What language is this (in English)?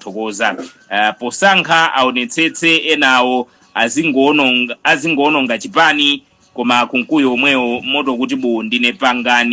Nyanja